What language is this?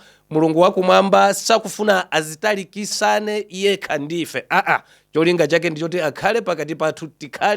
Nyanja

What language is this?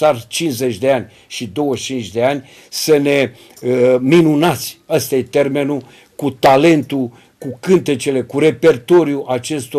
Romanian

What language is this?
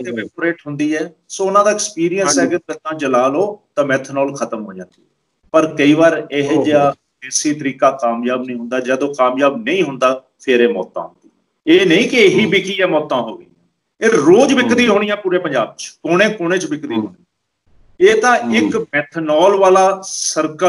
Punjabi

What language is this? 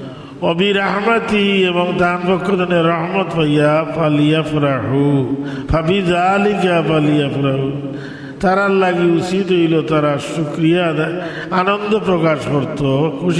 Sylheti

